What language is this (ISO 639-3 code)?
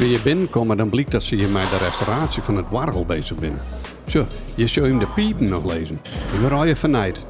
fry